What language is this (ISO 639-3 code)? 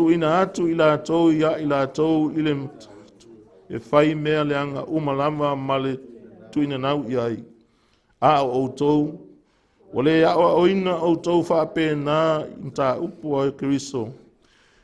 smo